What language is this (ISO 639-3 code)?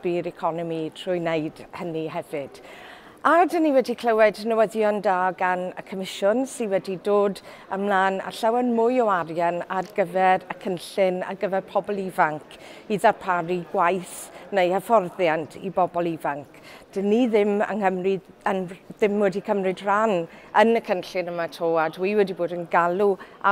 cym